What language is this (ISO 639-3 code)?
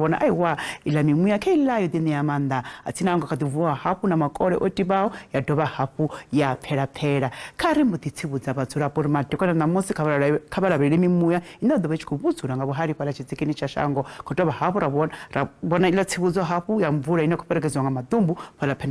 ven